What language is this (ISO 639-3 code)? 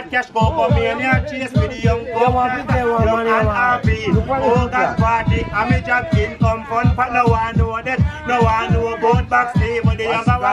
jam